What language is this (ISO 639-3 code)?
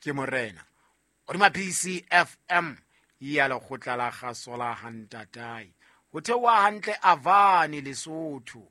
sot